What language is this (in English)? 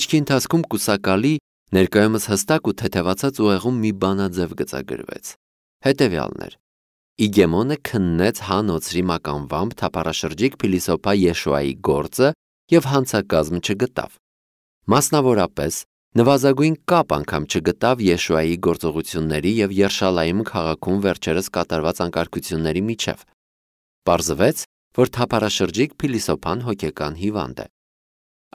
Armenian